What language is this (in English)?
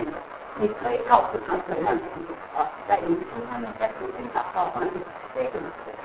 Chinese